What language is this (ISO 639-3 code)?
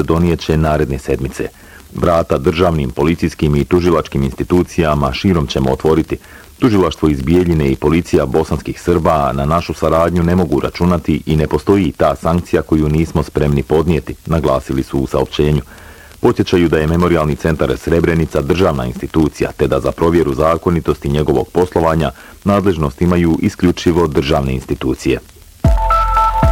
bos